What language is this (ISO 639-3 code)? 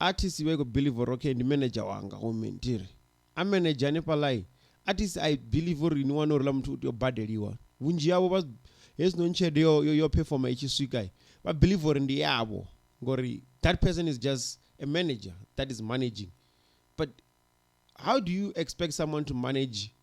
ven